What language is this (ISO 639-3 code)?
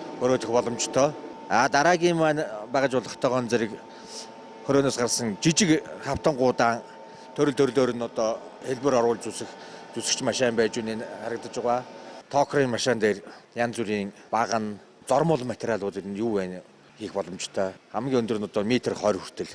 mon